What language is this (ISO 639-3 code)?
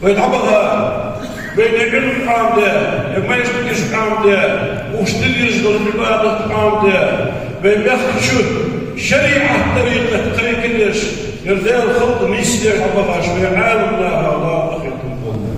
inh